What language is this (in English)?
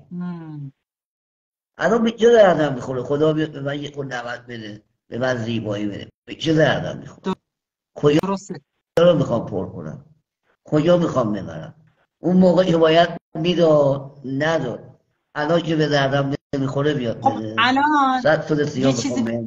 Persian